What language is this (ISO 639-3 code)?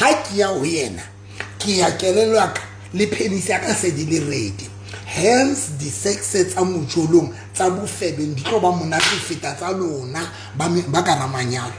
sot